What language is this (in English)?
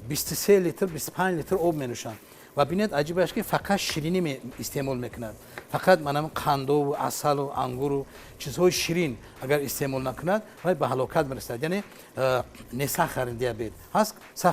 Tajik